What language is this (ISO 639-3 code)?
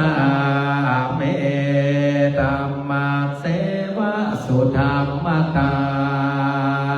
pli